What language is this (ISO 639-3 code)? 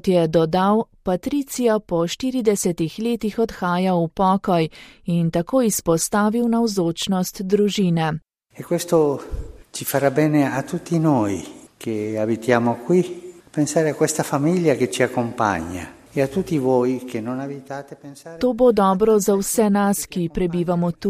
slv